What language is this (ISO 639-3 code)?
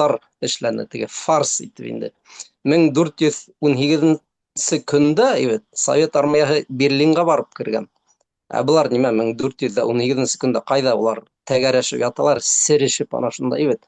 bak